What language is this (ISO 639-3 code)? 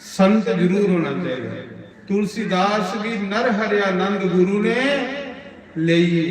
doi